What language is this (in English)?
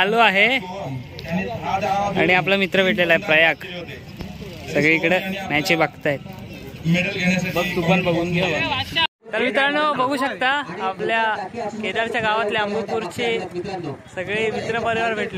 Marathi